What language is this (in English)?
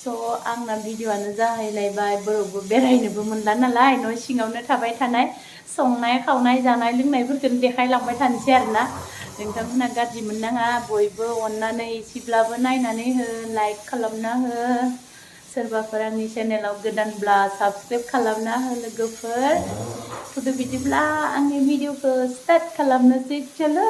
Bodo